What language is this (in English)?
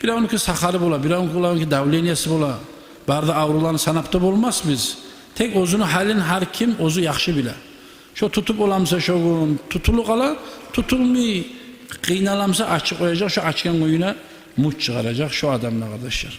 Kumyk